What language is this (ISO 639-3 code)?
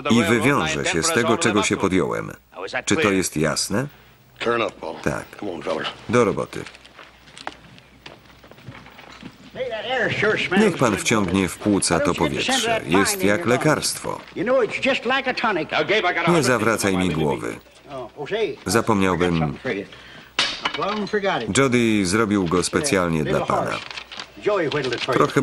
pol